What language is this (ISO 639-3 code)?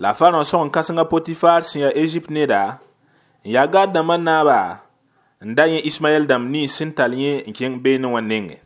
mos